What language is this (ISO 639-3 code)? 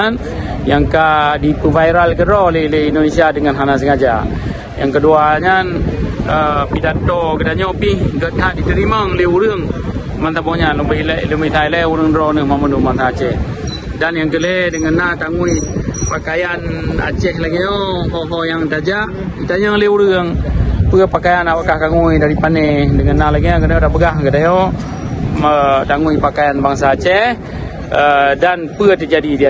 ace